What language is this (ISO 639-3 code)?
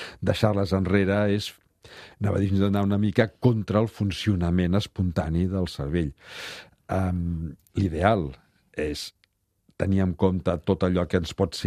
cat